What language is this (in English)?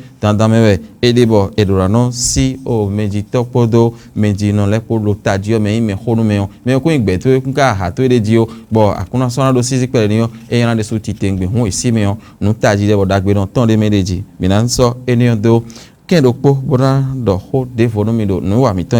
Fon